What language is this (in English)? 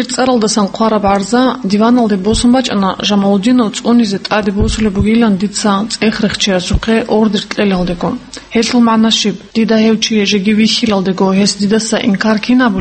Avaric